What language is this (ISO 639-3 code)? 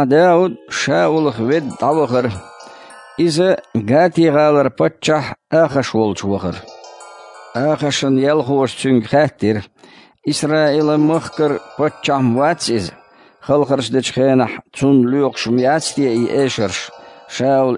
che